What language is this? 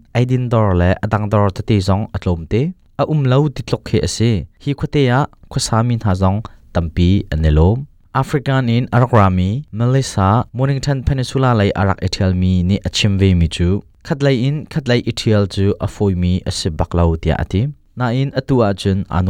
Hakha Chin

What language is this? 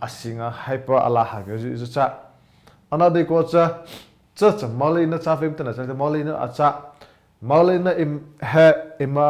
Mara Chin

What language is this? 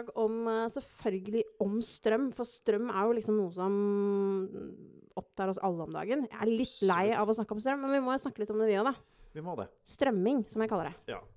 Norwegian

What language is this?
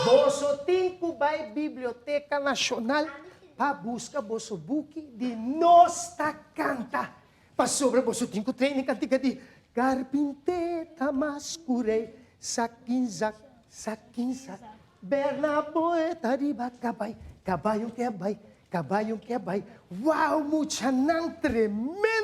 Papiamento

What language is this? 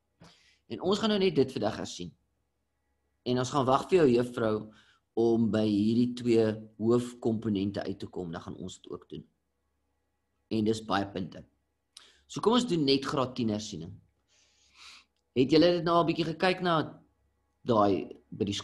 Afrikaans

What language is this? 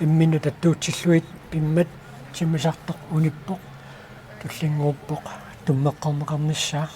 Kalaallisut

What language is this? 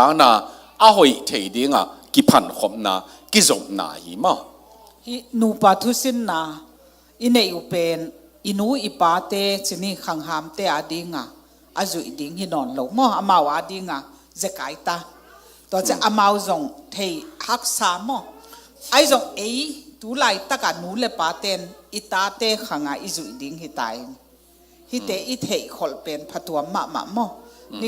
Tedim Chin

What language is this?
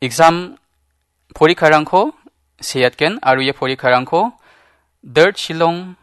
Garo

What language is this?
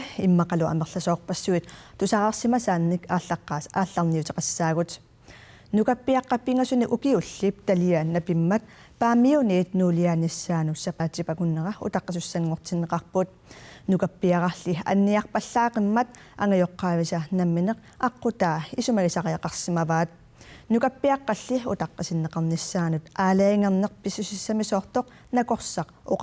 Kalaallisut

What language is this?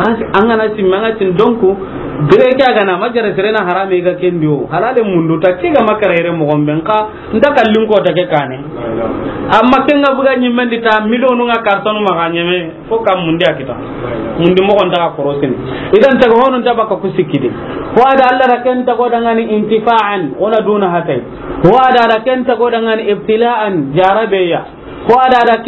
Soninke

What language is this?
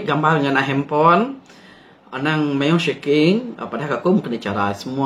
Iban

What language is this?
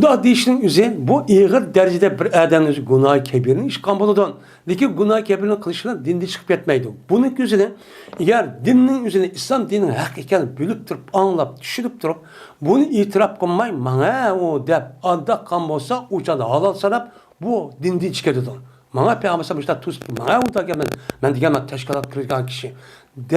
Uyghur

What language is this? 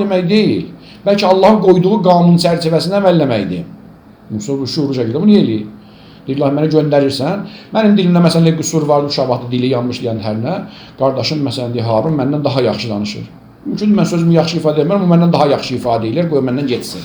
Azerbaijani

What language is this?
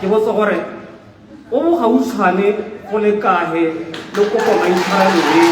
Tswana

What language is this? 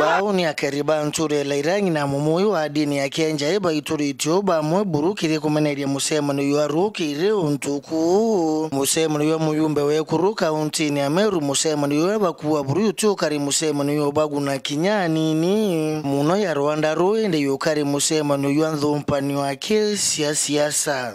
Meru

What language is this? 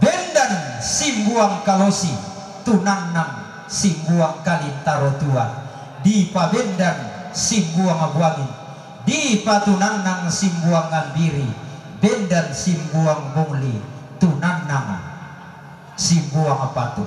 Toraja-Sa'dan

